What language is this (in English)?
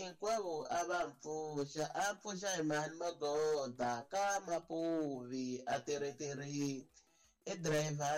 Tsonga